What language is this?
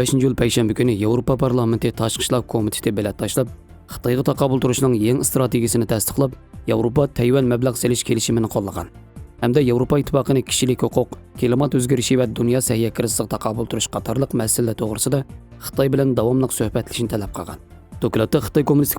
Uyghur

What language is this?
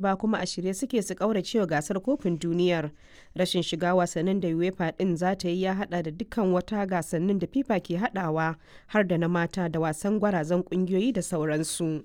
Hausa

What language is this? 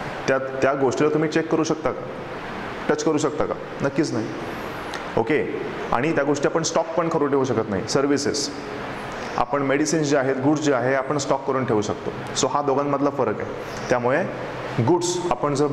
Marathi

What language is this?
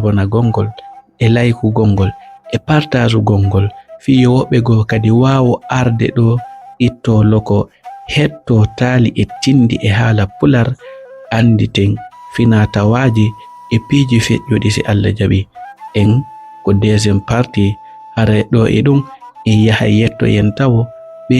Fula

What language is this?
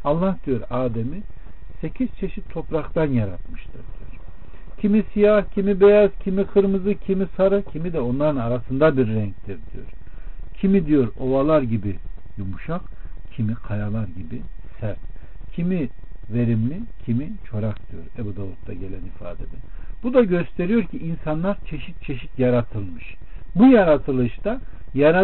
Turkish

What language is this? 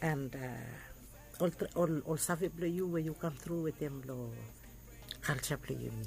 Bislama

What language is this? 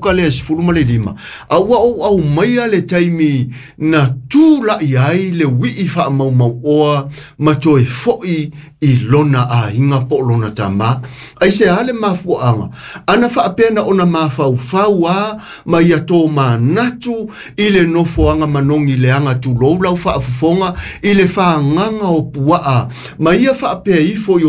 Samoan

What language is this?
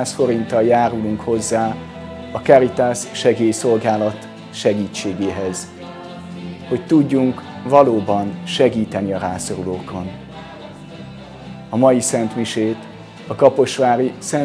Hungarian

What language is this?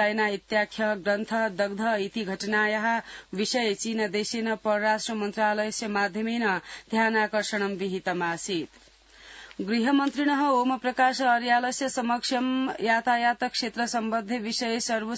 Sanskrit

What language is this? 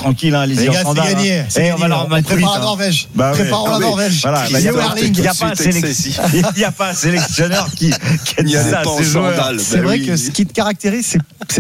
French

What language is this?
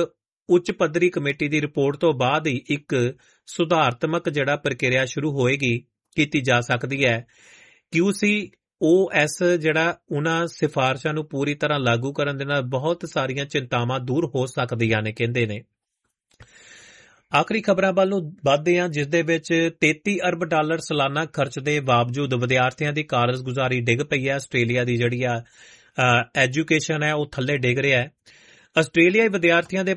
Punjabi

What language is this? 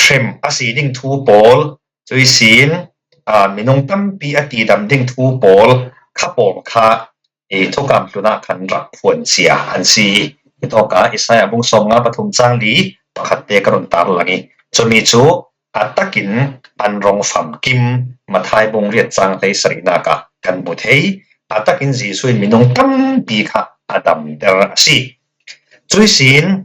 Falam Chin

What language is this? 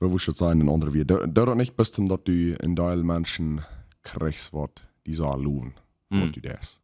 Plautdietsch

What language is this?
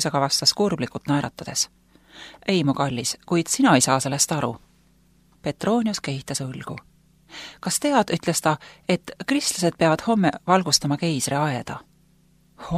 Estonian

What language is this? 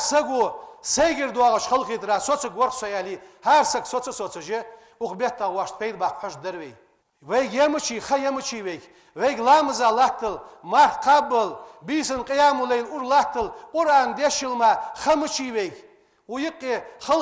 Ingush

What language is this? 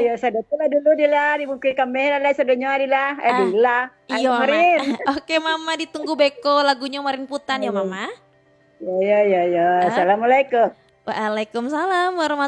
Minangkabau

